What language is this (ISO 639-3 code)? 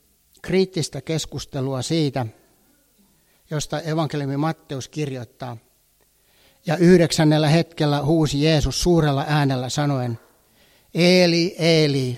fin